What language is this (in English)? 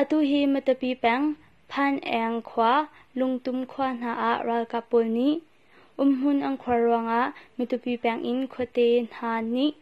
Hakha Chin